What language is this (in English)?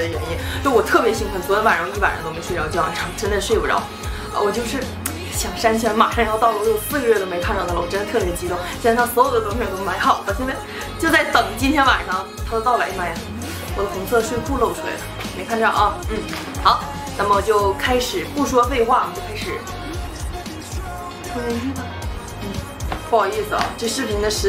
Chinese